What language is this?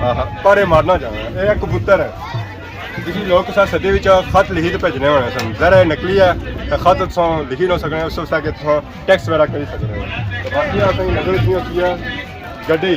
Pahari-Potwari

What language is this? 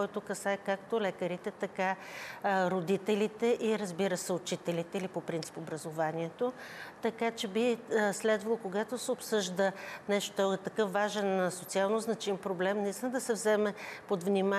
Bulgarian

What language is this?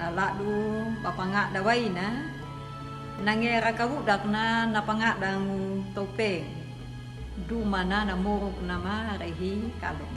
Anakalangu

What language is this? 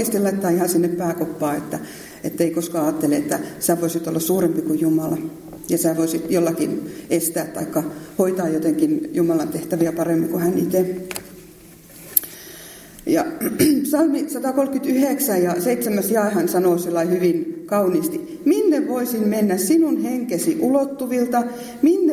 Finnish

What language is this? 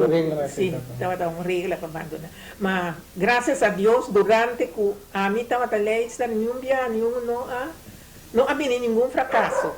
Papiamento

